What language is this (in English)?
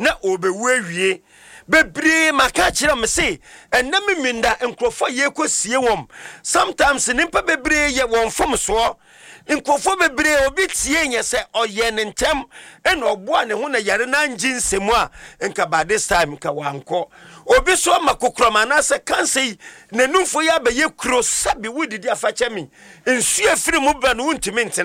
Akan